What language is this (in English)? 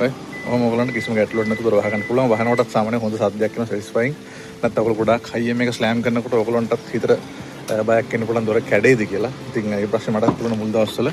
Sinhala